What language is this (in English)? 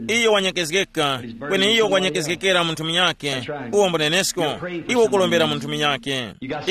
Tumbuka